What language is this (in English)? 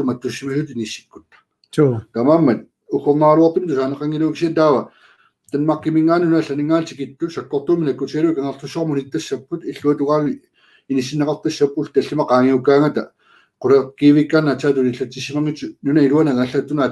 Kalaallisut